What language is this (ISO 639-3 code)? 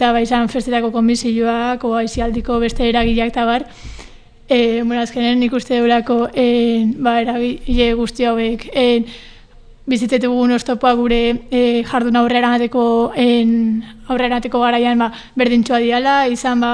eus